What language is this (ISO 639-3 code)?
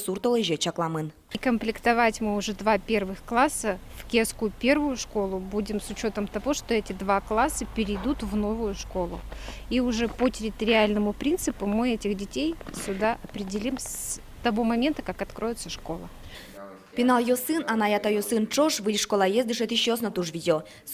udm